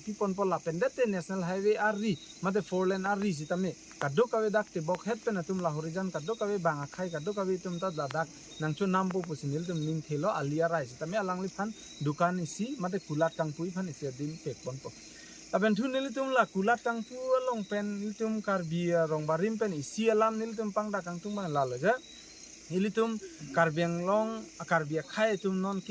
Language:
Karbi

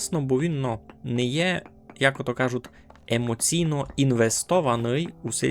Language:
Rusyn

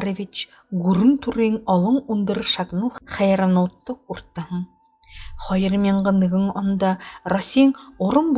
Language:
Buriat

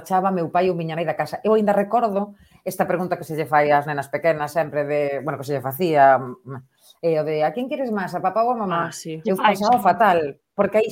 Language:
Galician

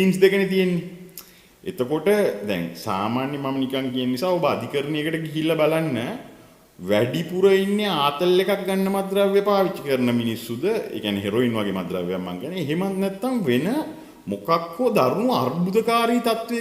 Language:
Sinhala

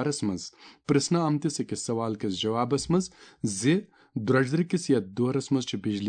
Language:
Kashmiri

